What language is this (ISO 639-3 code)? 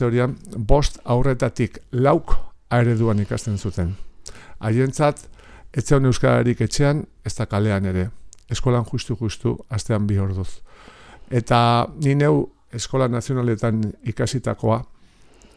eus